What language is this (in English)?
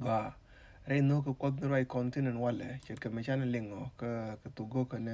Nuer